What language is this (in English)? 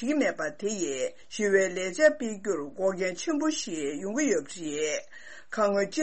Tibetan